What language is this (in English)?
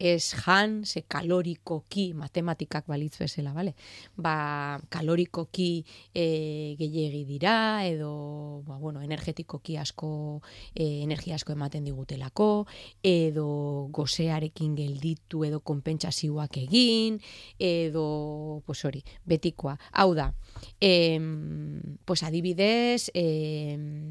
Basque